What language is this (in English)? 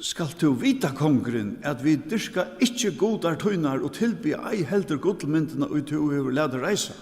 Faroese